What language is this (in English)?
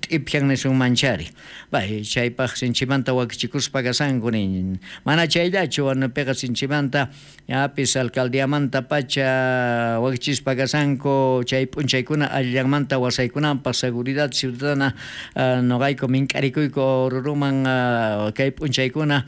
South Bolivian Quechua